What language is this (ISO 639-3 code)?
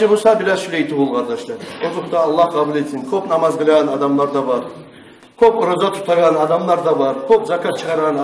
kum